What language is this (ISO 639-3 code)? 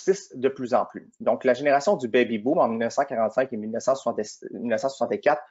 fra